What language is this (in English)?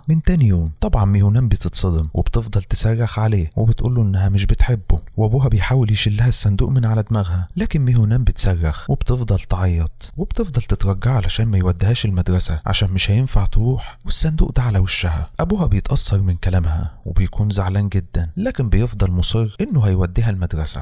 Egyptian Arabic